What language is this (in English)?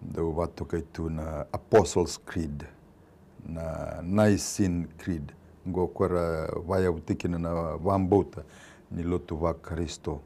Fijian